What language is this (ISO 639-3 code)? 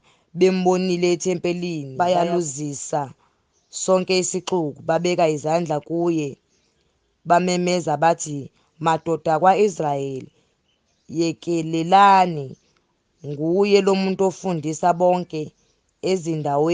zul